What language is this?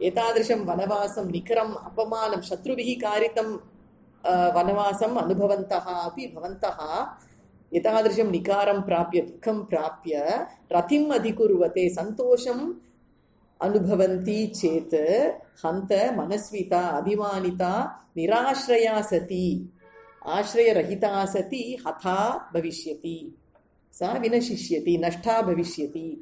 Sanskrit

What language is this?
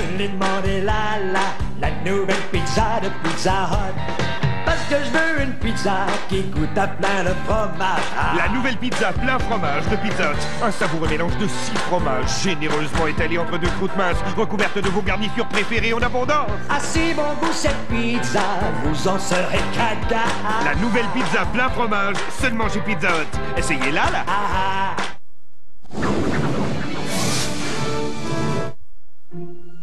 French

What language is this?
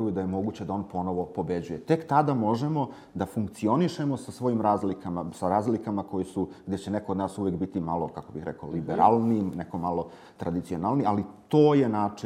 Serbian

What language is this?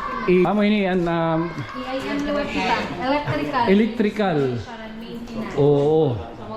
Waray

